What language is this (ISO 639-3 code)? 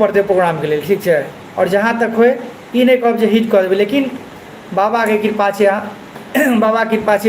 mai